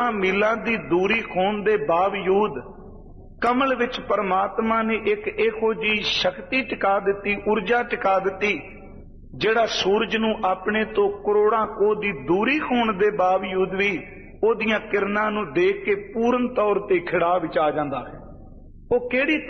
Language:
Punjabi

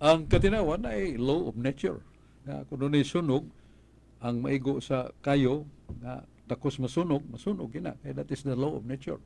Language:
Cebuano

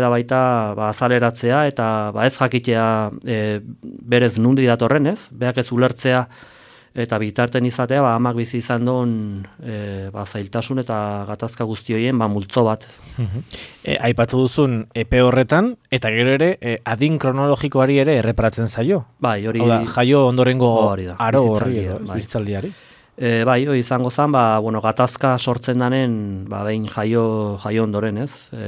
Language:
Basque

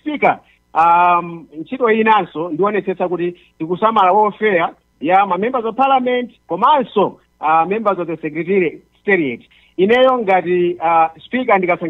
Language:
Nyanja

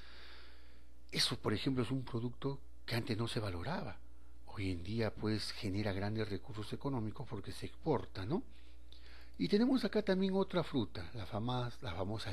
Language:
Spanish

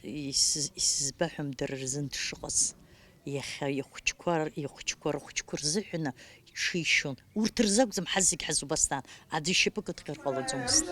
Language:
Abkhazian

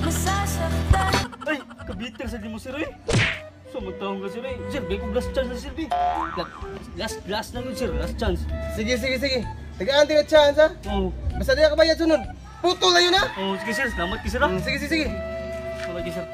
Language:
Cebuano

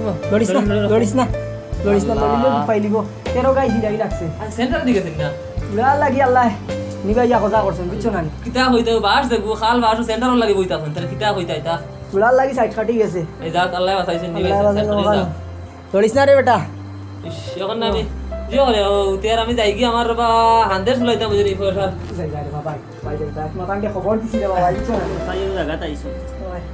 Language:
Sylheti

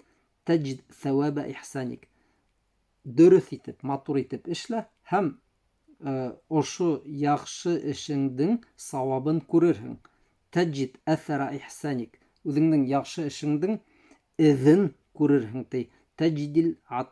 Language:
Bashkir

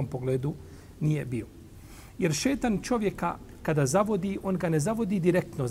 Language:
Bosnian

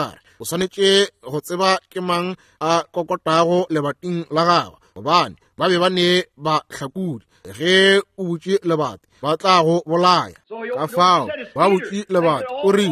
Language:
Northern Sotho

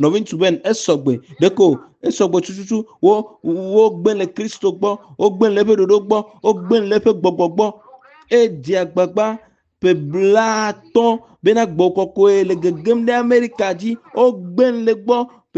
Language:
Ewe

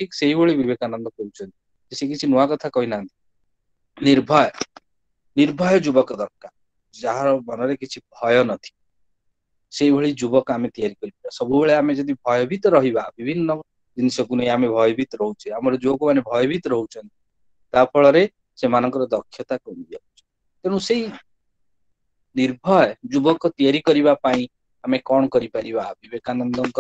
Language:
Odia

